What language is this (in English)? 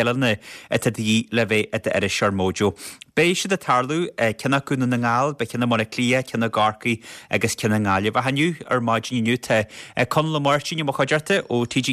Irish